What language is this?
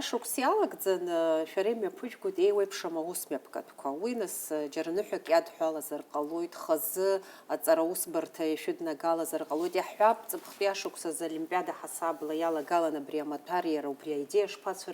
Abkhazian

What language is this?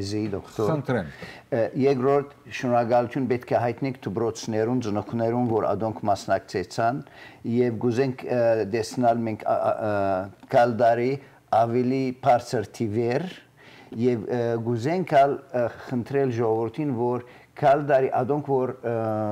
Western Armenian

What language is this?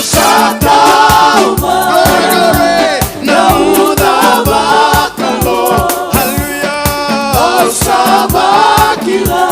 Fijian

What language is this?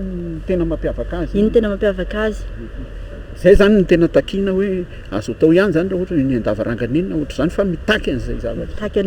Malagasy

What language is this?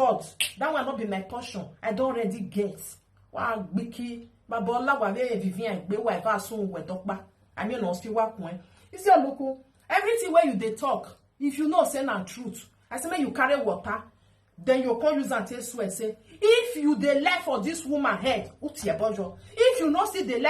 Nigerian Pidgin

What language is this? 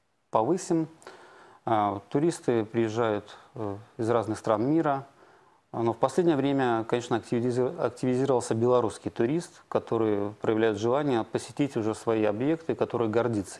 Russian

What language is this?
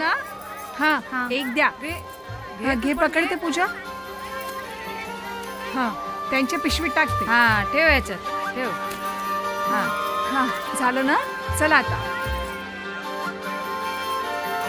Marathi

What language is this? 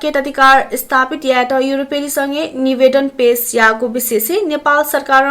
Newari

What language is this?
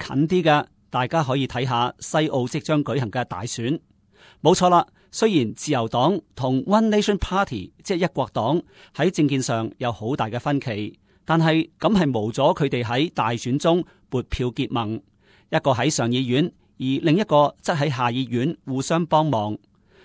Cantonese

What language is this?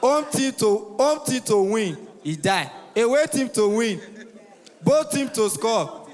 Nigerian Pidgin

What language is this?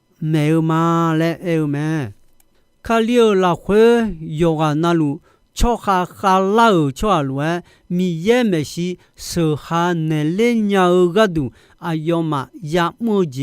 Akha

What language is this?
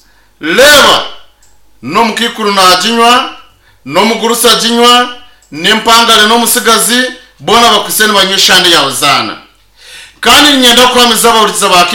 Nyankole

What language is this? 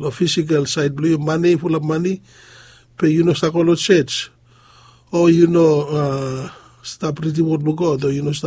Bislama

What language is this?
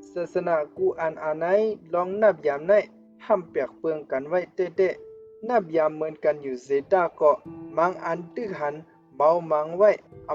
Shan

